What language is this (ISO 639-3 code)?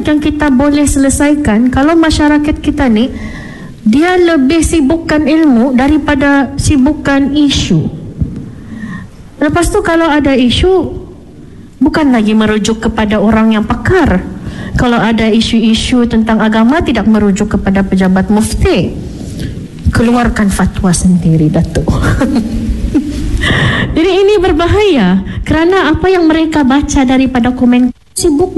msa